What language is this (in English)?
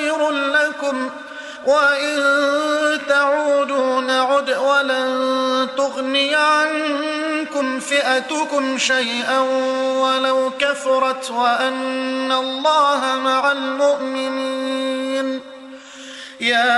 Arabic